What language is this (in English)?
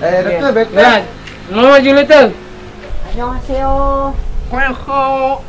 Sasak